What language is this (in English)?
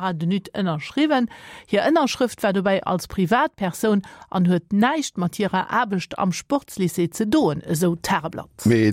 Luxembourgish